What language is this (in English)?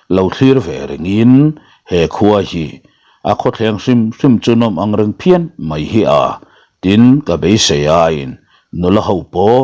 Mizo